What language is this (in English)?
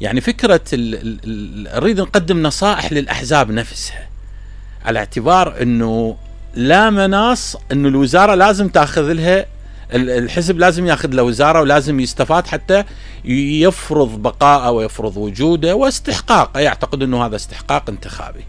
Mesopotamian Arabic